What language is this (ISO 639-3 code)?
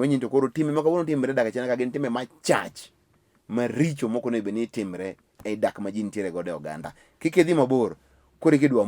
luo